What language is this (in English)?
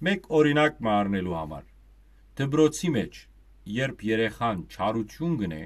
Western Armenian